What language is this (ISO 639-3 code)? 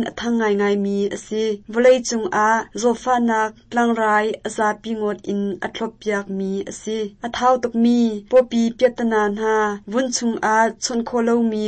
cnh